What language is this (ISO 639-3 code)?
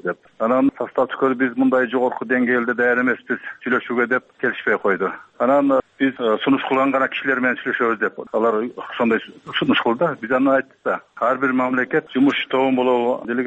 kir